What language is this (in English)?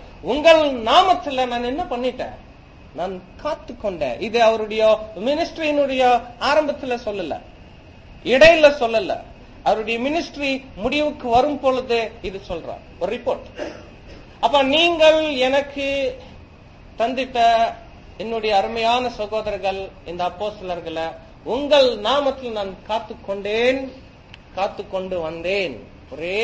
Tamil